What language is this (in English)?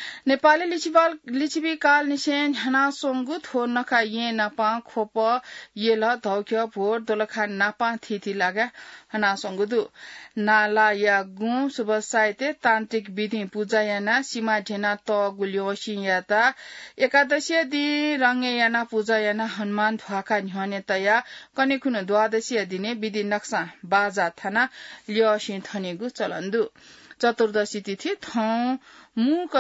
Newari